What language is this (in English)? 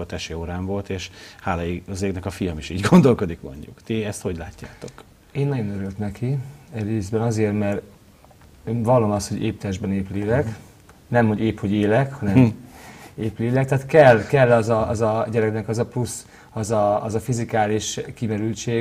Hungarian